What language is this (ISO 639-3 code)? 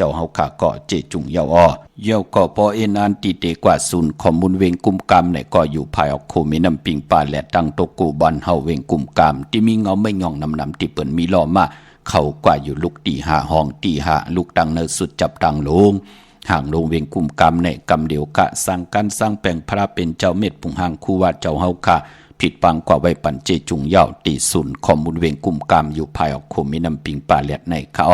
shn